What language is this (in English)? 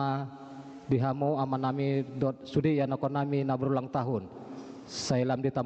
Batak Toba